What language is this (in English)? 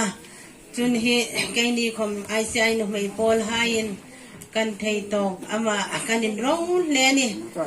Hmar